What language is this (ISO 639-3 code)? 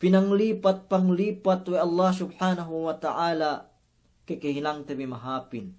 yka